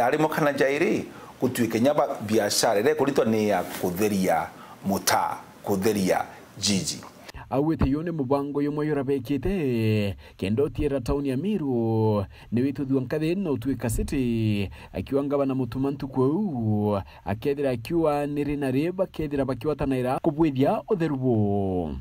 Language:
Meru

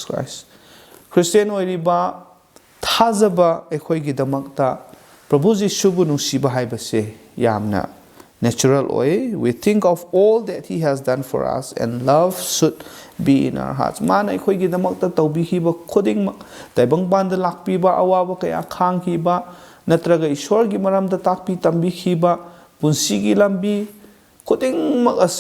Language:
Manipuri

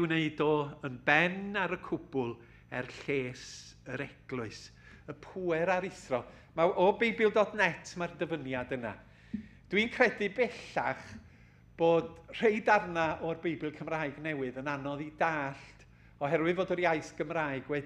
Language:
Welsh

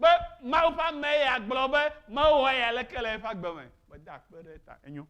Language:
Ewe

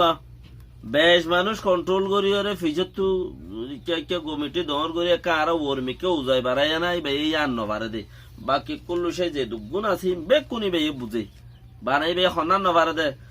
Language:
Rohingya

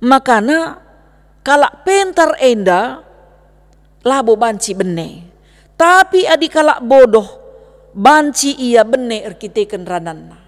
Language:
Batak Karo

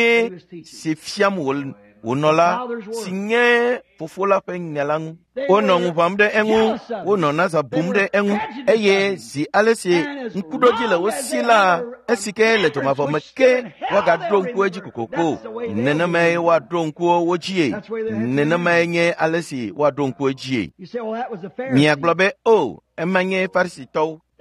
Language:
Ewe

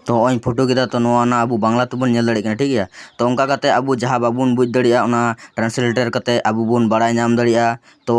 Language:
Santali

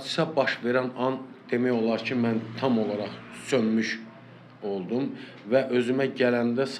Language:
Azerbaijani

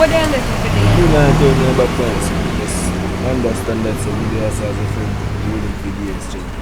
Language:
Jamaican Creole English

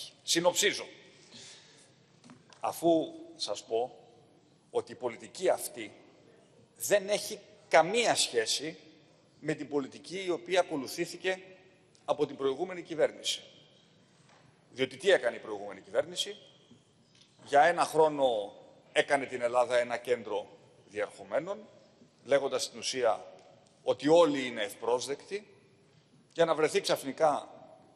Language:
Greek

